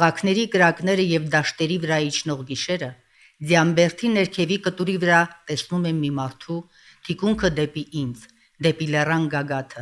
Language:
Armenian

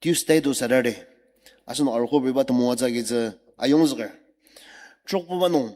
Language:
Ao Naga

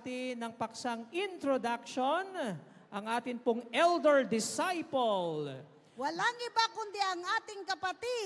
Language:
Filipino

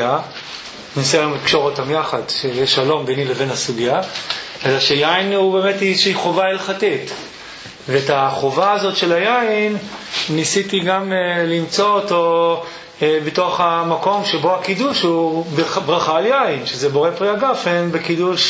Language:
Hebrew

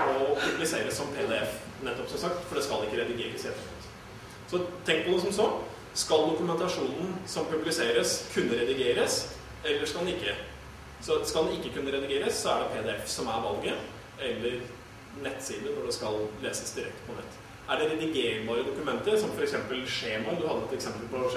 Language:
Norwegian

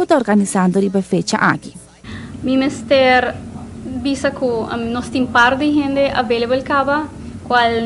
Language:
Papiamento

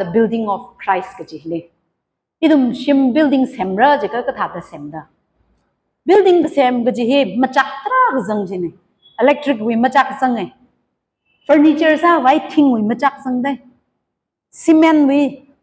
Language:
Tangkhul Naga (India)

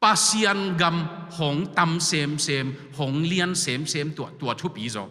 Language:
Tedim Chin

